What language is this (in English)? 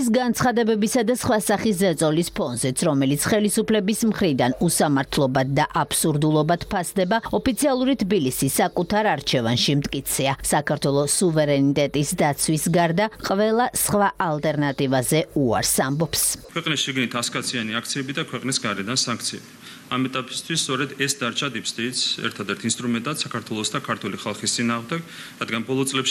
Georgian